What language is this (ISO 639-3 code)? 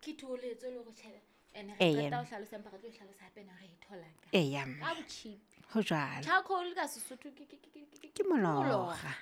sot